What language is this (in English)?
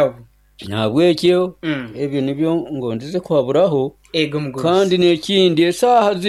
Nyoro